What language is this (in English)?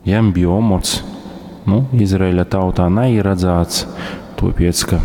Latgalian